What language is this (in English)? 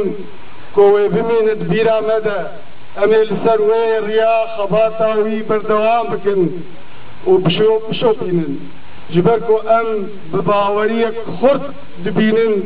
Kurdish